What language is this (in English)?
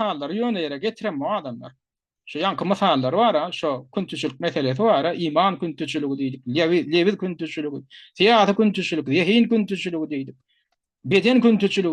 Turkmen